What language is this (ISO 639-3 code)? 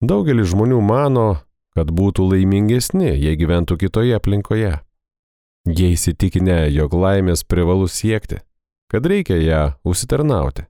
lit